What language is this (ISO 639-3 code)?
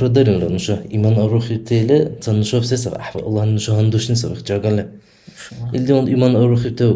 dar